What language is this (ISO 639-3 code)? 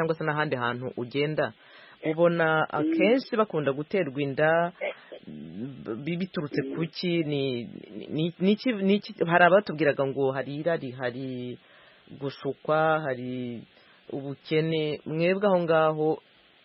kin